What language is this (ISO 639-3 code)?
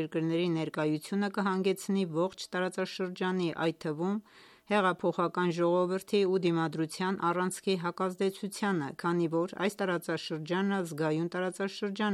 hye